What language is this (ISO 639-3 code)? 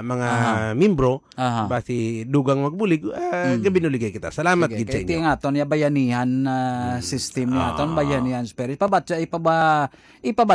hil